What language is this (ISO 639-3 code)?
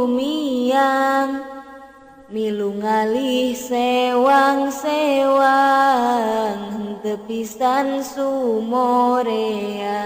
sun